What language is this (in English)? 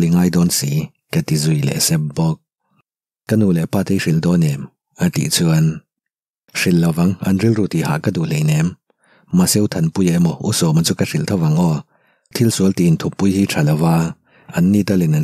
Mizo